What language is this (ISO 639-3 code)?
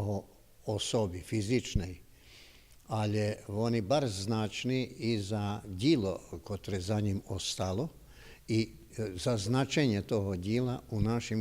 rue